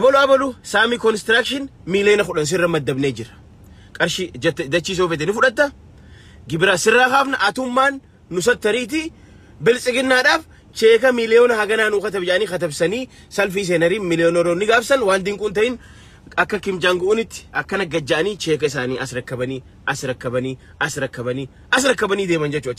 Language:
Oromo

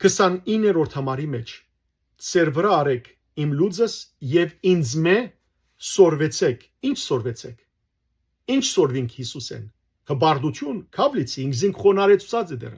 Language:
Western Armenian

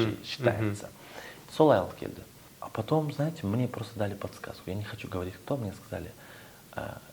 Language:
Kazakh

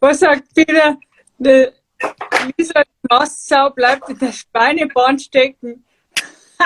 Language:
Bavarian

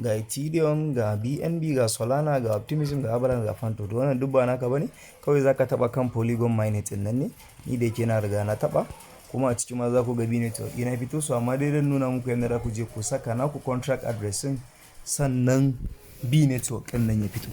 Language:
Hausa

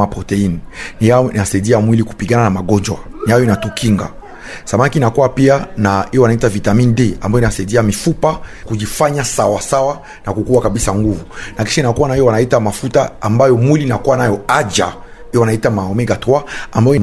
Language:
Swahili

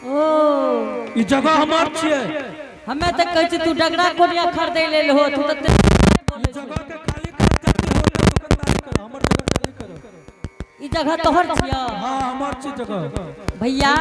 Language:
Angika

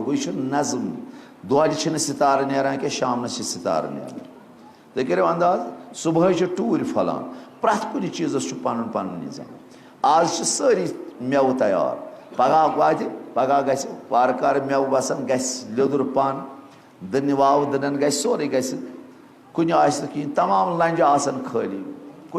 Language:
Kashmiri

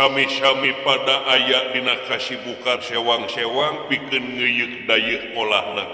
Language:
Sundanese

